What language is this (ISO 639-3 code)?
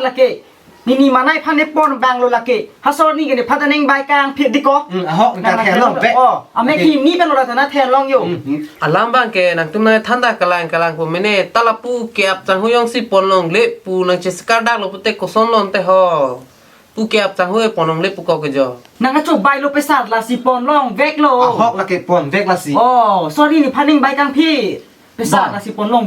mjw